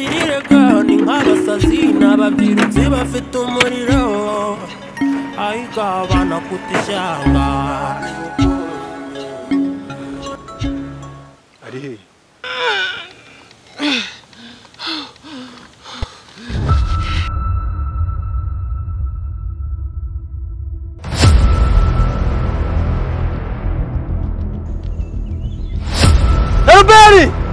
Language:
Kinyarwanda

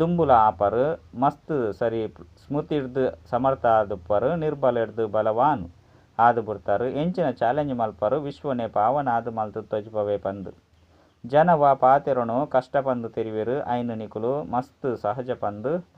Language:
Tulu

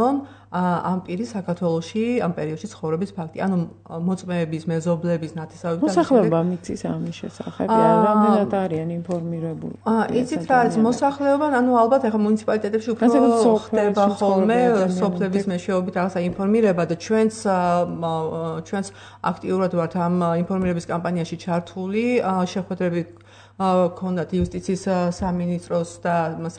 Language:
Georgian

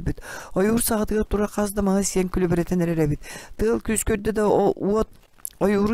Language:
Yakut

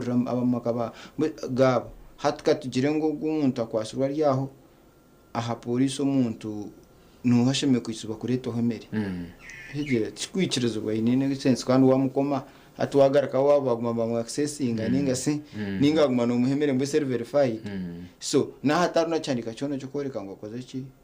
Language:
Nyankole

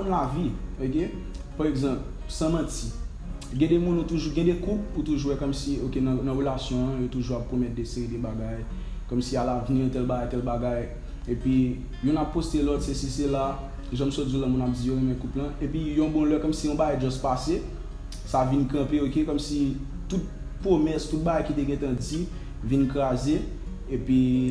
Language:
Haitian Creole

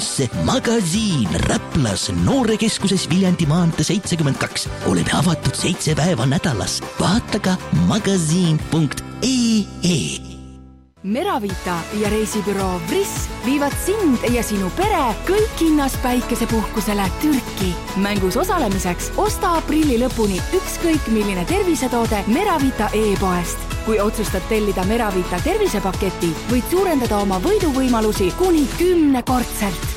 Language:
Estonian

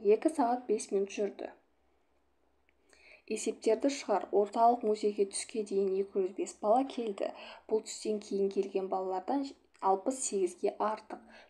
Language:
Kazakh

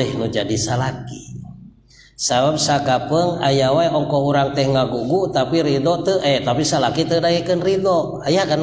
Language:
Sundanese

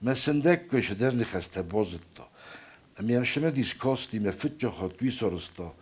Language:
Ossetic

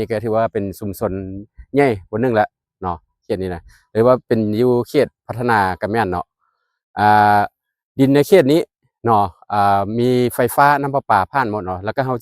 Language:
Lao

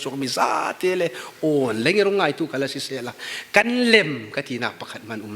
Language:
Falam Chin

